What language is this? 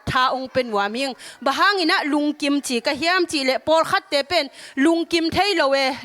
Tedim Chin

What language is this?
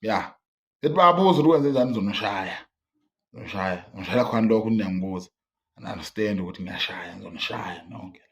Zulu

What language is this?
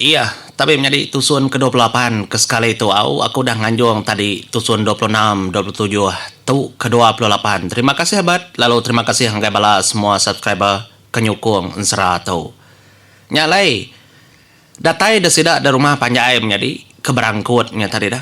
Iban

